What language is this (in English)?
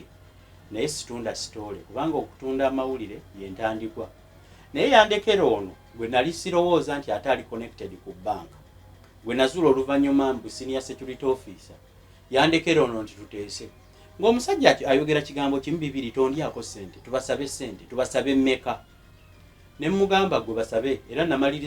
Ganda